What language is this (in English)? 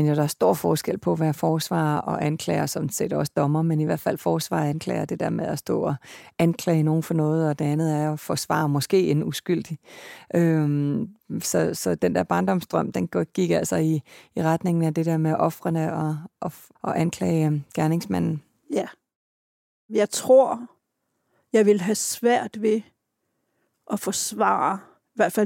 Danish